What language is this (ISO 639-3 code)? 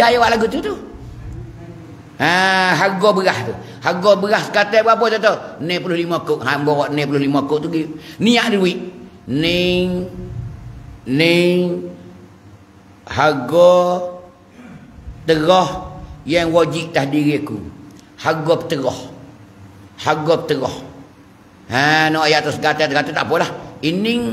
mfa